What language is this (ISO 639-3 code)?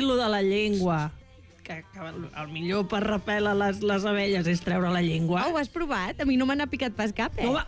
cat